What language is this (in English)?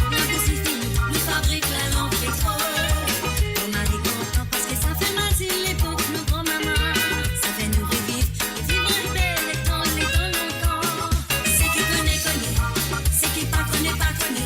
Morisyen